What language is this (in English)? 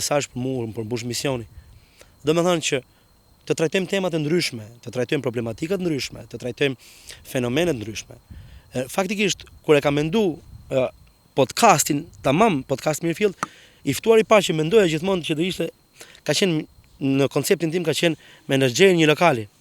Albanian